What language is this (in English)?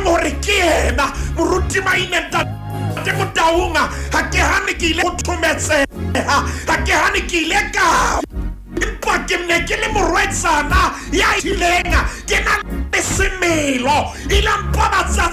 Southern Sotho